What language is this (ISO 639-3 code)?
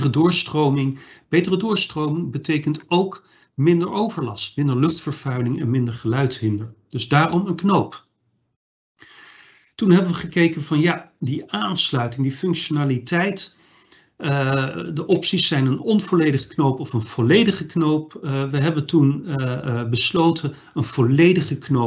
nld